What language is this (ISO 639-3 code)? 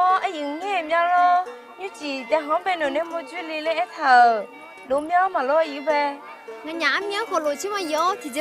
ahk